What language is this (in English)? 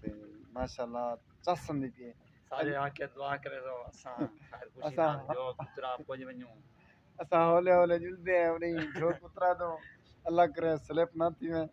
Saraiki